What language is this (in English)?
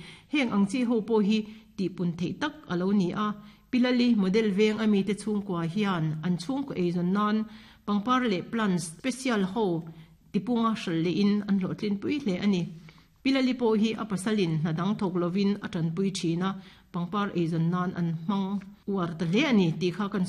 Mizo